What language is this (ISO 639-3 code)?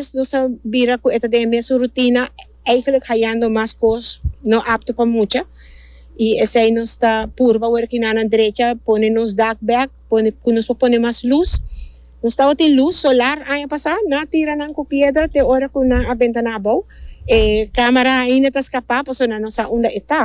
pap